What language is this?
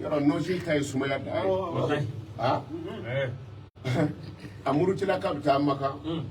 Bambara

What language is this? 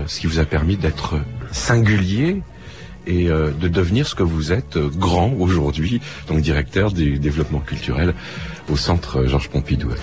French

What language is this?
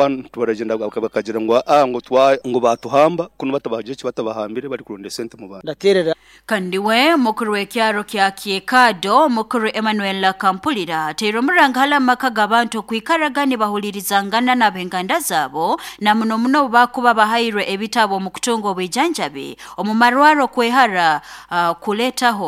Nyoro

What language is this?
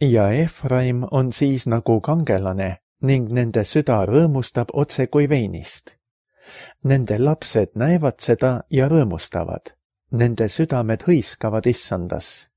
Estonian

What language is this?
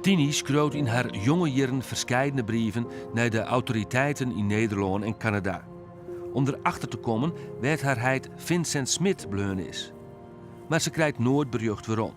Western Frisian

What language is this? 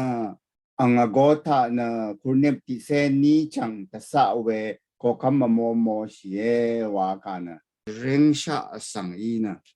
Rawang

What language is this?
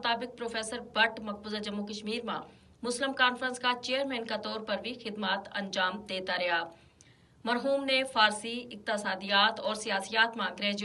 Gujari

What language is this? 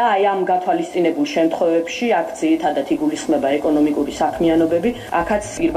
Georgian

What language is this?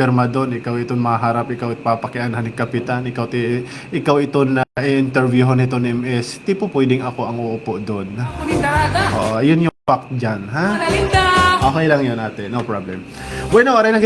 Waray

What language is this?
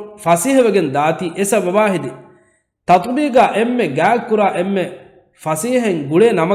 Divehi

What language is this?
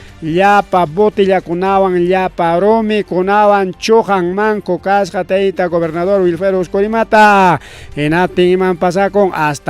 Ayacucho Quechua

